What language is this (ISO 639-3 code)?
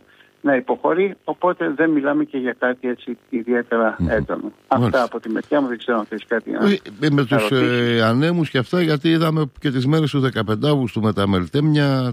ell